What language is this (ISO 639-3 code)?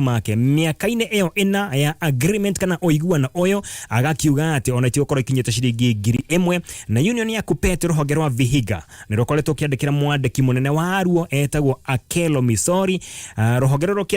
kik